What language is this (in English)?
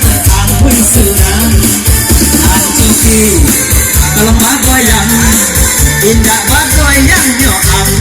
Minangkabau